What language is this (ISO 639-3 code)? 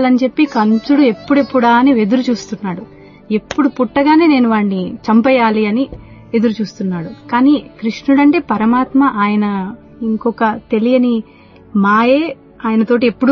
tel